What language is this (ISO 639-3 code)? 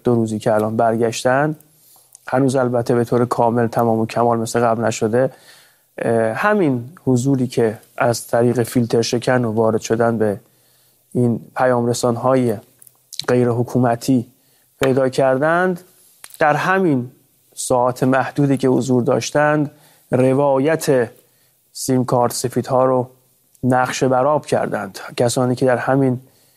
fas